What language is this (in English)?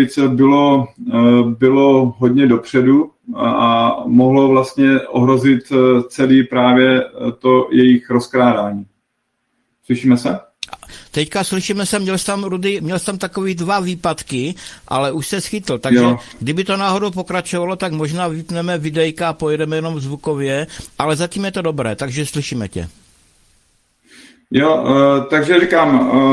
Czech